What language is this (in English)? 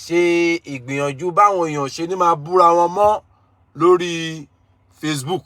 Yoruba